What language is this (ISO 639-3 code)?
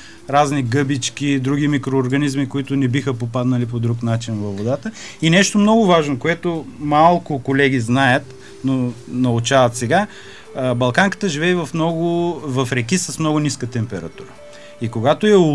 bul